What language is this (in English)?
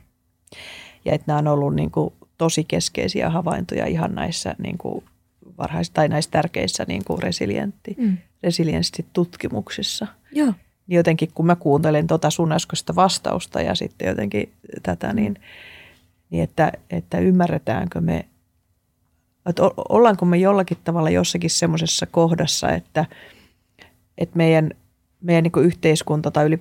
Finnish